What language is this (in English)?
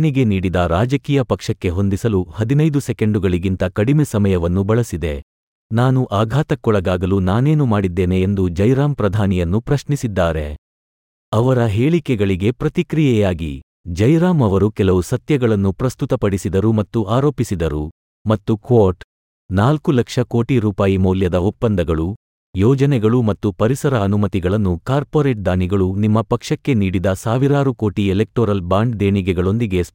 Kannada